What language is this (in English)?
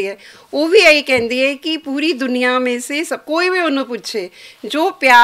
Western Panjabi